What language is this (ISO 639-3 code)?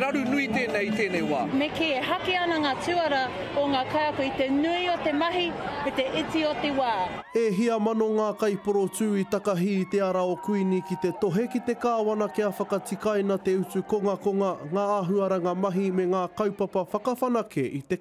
mri